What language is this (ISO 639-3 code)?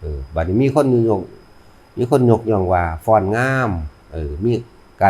tts